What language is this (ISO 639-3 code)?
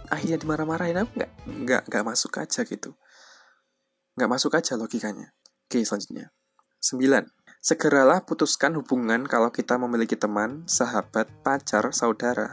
ind